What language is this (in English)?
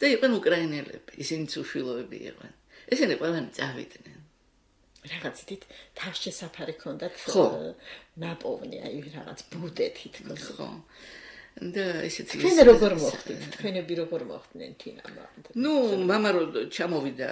Georgian